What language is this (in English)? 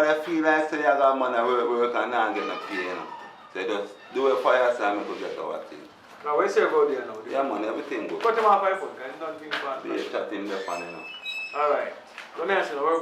Jamaican Creole English